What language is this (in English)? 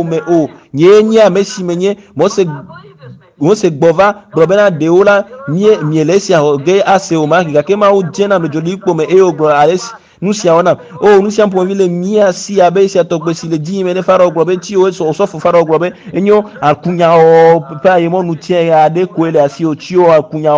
Ewe